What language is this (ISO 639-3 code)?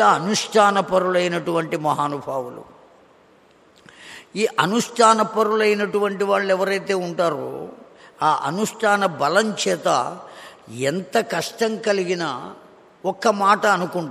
tel